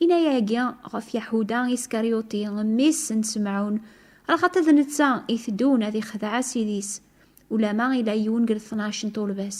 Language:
Kabyle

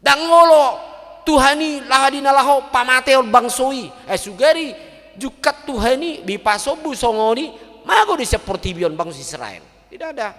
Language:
Batak Toba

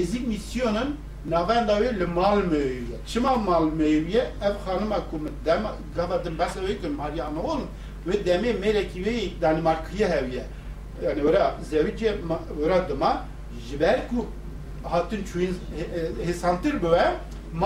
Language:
Kurdish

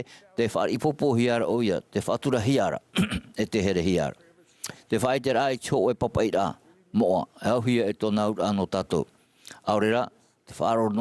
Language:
Tahitian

